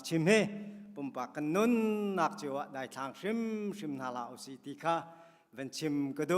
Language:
Hakha Chin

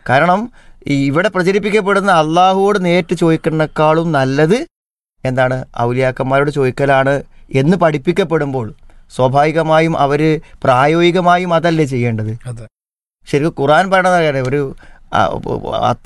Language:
Malayalam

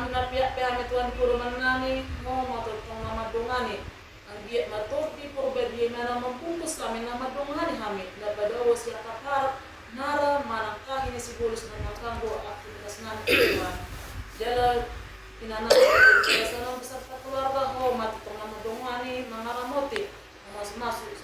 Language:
Batak Toba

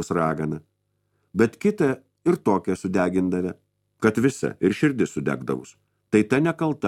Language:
Lithuanian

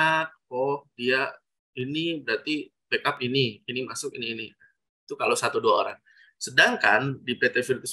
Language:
Indonesian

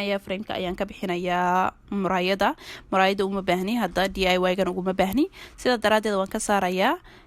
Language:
Somali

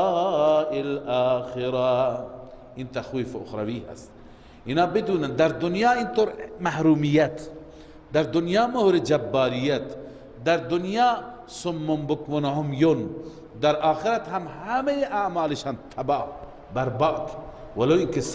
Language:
Persian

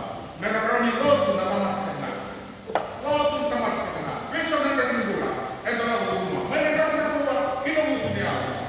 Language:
Fijian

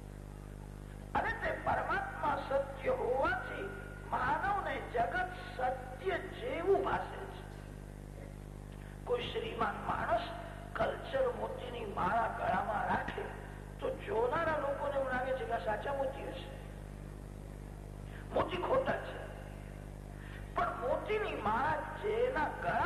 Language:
Gujarati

